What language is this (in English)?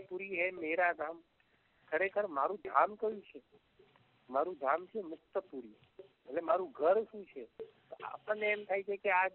Gujarati